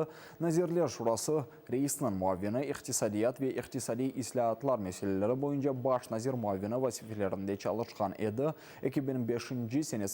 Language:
Crimean Tatar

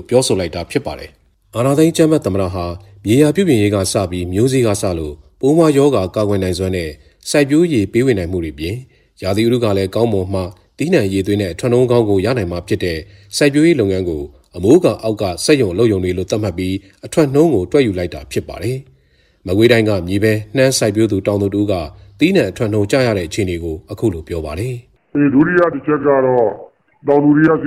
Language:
Burmese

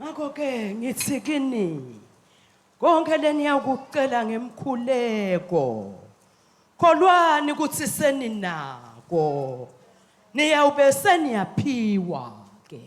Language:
Swati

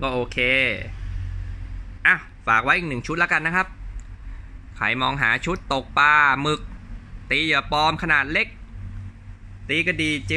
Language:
Thai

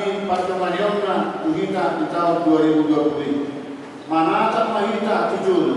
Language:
Batak Toba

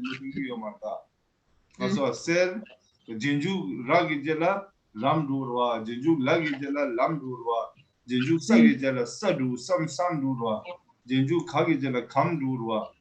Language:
Tibetan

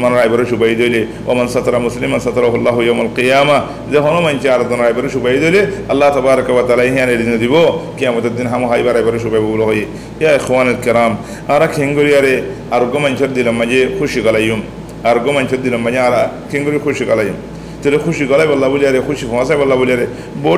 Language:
Rohingya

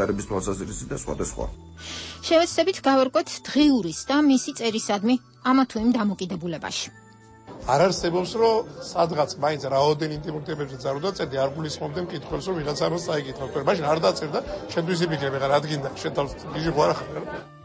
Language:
Georgian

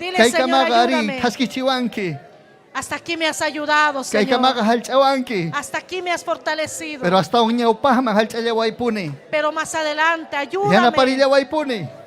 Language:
Ayacucho Quechua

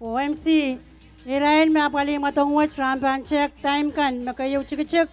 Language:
Pohnpeian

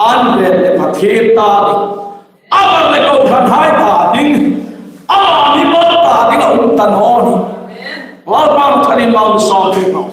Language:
Hmar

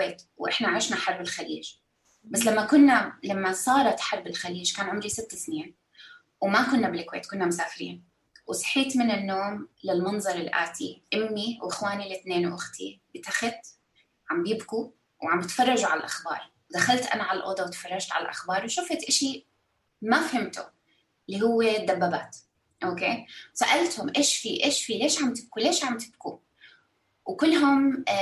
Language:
North Levantine Arabic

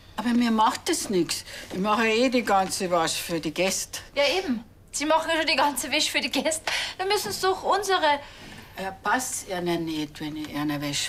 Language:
Bavarian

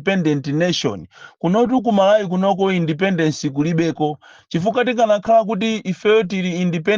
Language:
Nyanja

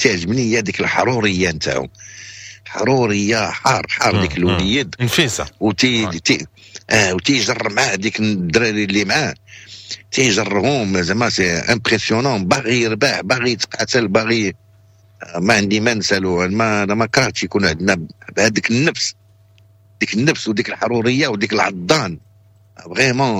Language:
Moroccan Arabic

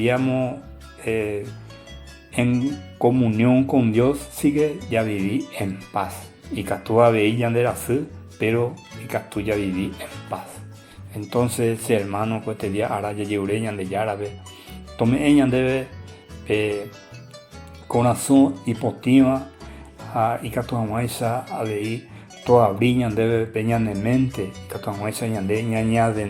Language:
Guarani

